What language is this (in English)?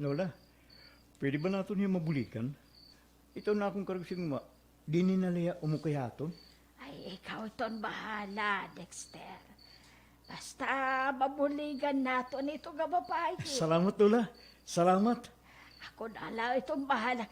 Waray